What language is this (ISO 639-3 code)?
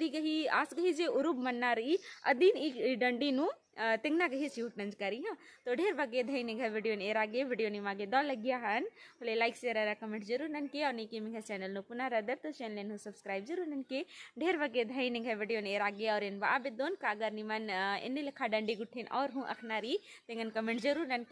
kru